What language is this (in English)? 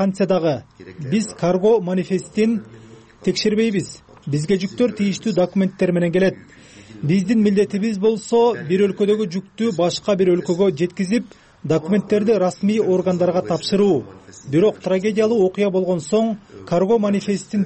Kyrgyz